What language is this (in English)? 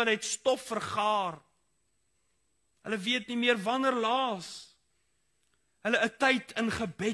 Afrikaans